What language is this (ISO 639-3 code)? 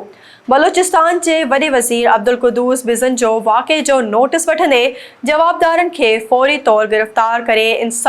snd